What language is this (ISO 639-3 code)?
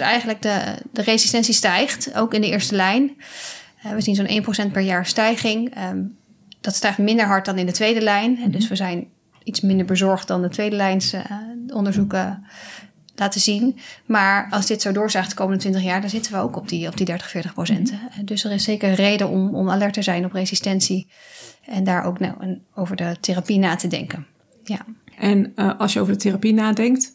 nld